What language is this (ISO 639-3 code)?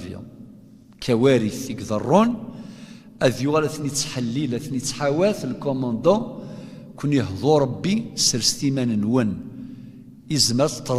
kab